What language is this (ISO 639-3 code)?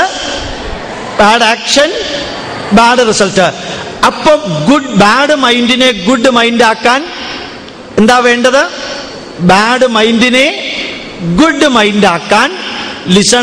mal